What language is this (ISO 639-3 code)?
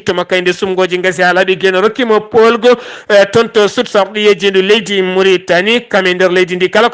ful